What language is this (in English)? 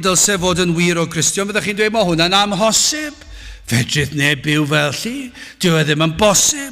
Welsh